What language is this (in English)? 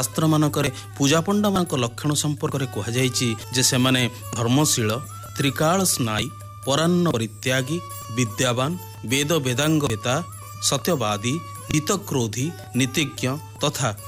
Odia